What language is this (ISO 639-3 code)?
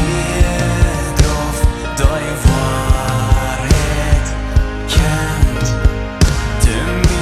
pdt